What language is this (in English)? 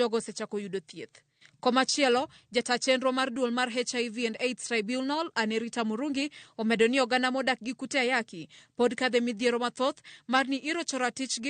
Luo (Kenya and Tanzania)